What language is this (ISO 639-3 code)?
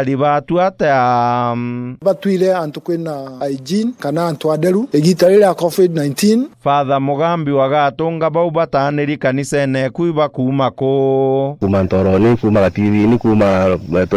mer